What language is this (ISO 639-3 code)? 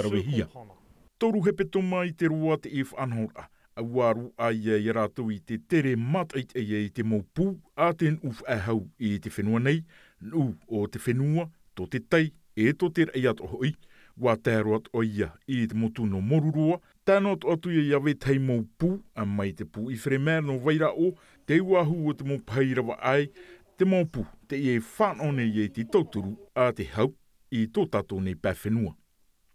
tah